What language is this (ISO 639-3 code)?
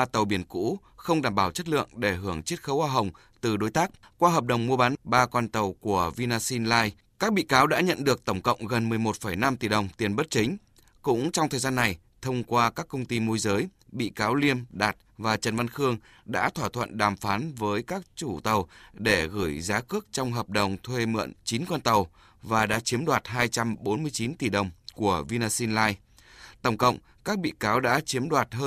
vie